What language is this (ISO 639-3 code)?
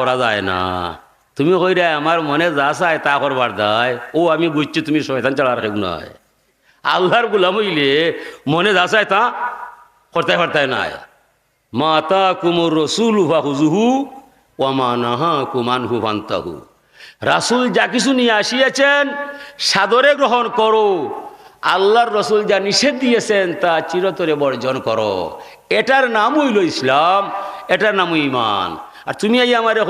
syl